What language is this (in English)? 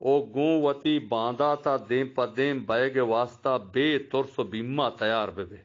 Eastern Balochi